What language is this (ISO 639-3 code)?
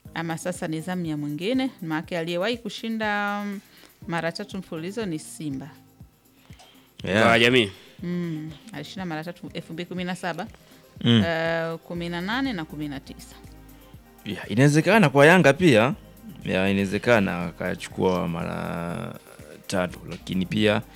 swa